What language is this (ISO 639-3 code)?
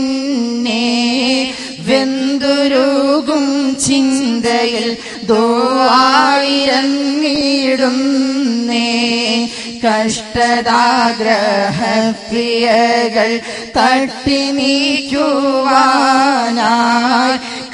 mal